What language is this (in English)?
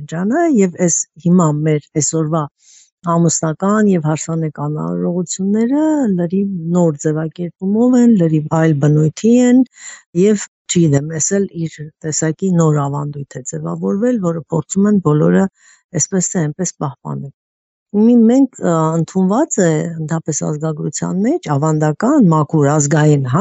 Armenian